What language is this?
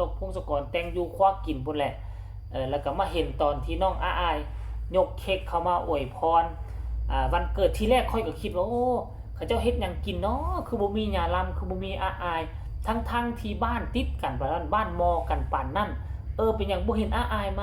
Northeastern Thai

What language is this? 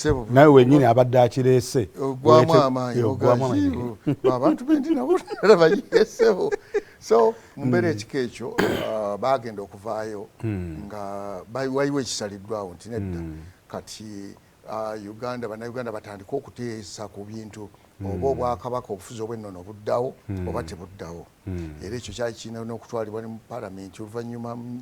Ganda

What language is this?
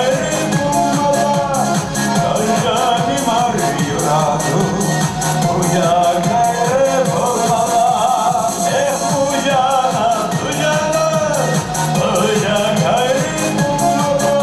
Chuvash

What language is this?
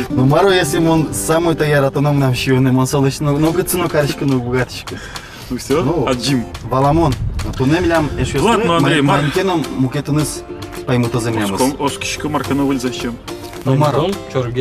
Udmurt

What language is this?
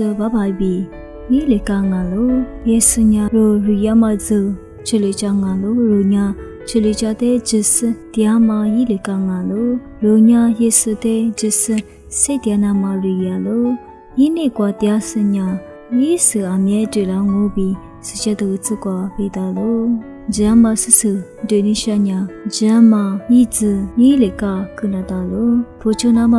Lisu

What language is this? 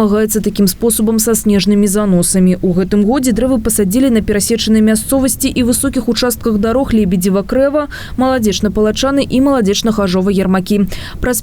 Belarusian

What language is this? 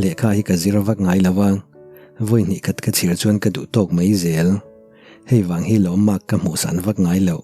Mizo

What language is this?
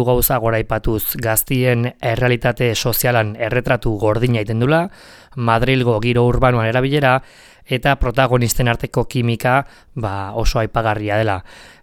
Basque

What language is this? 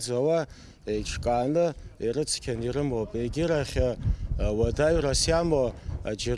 Abkhazian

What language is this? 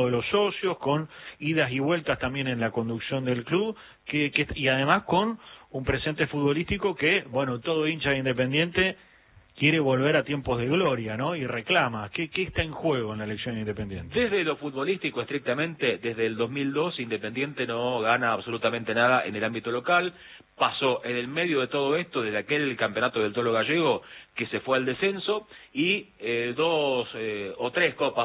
Spanish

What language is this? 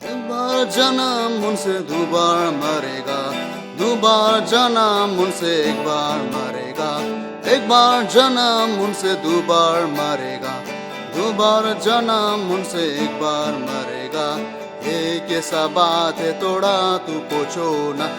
Ao Naga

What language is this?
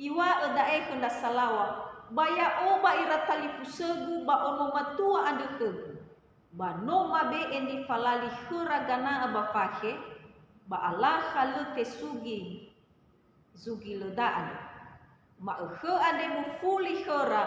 Nias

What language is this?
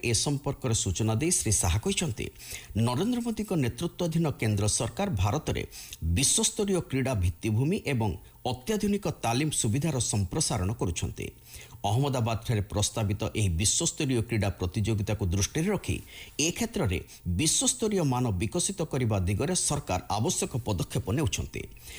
Odia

